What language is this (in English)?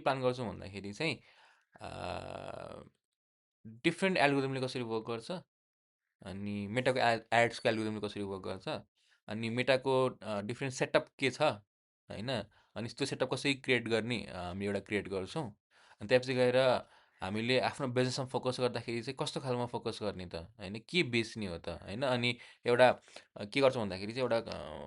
Nepali